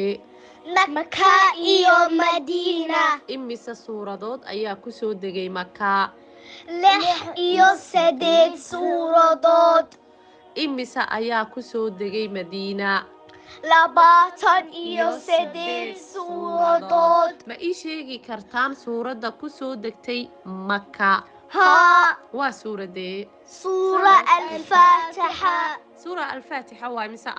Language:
Somali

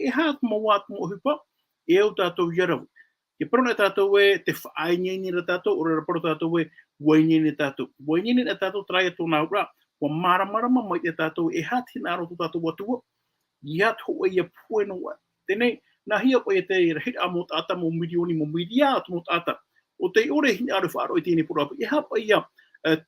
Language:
Tahitian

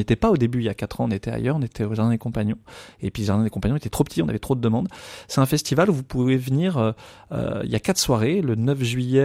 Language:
French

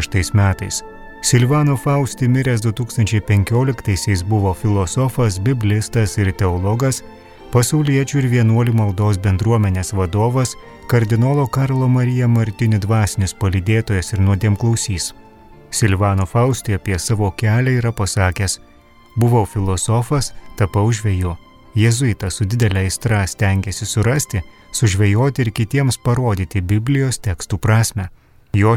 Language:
Lithuanian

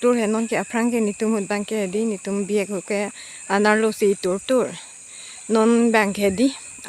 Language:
Karbi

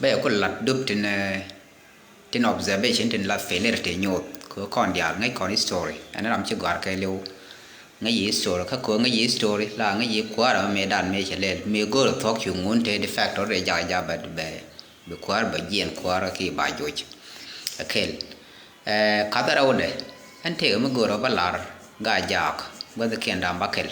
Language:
Nuer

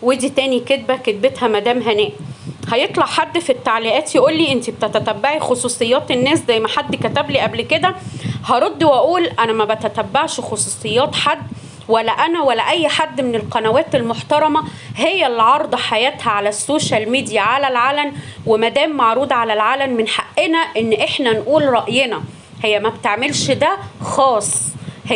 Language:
Egyptian Arabic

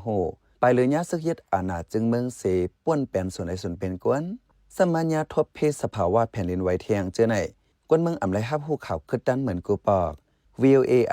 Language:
Shan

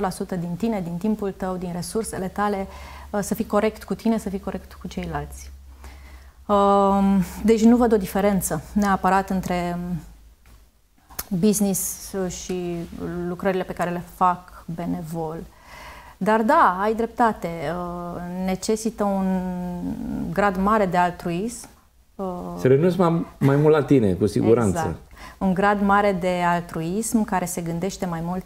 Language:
Romanian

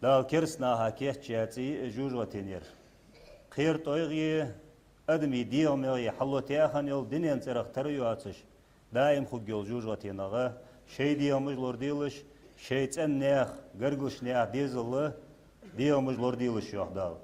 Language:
Ingush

